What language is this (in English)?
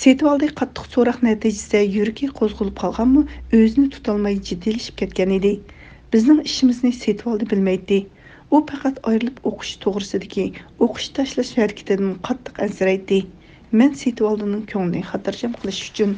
Uyghur